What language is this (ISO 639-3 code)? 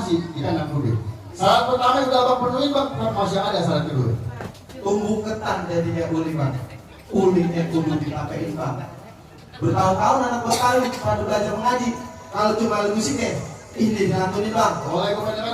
bew